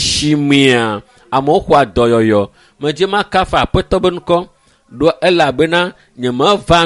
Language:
Ewe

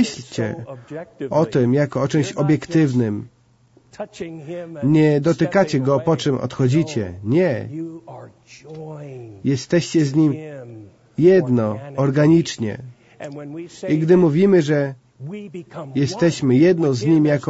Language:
Polish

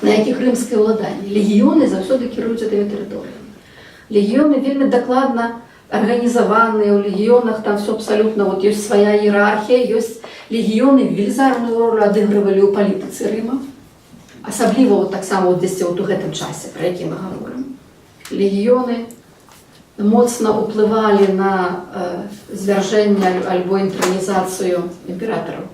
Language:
Belarusian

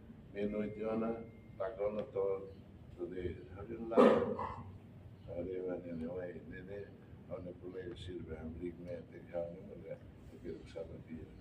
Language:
Tetum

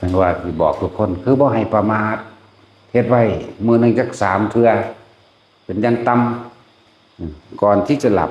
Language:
Northeastern Thai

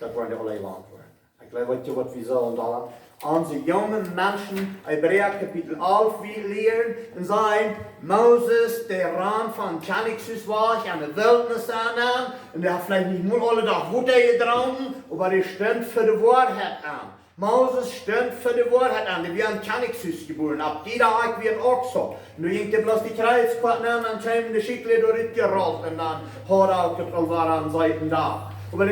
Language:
Plautdietsch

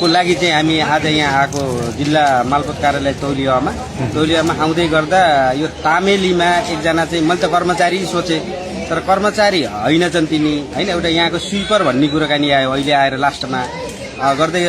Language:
Nepali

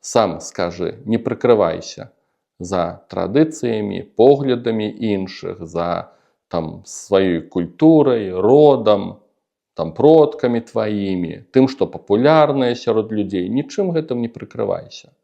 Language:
Belarusian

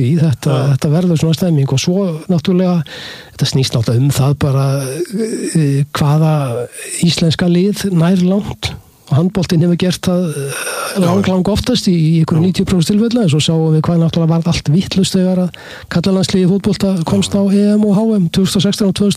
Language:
Icelandic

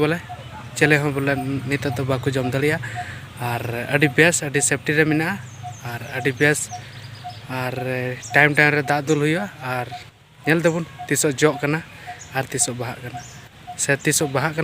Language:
Santali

